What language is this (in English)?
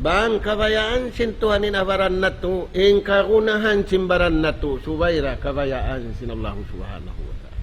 Tausug